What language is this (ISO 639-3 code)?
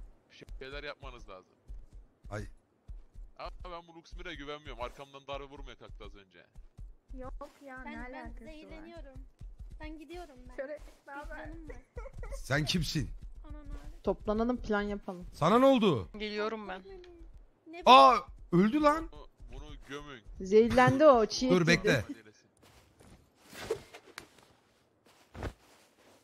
tur